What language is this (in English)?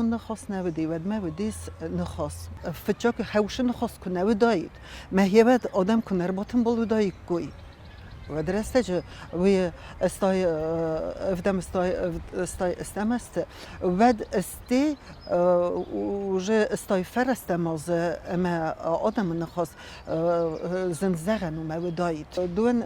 Ossetic